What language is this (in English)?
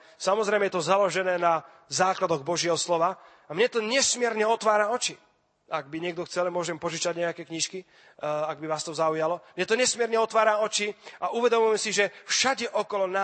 Slovak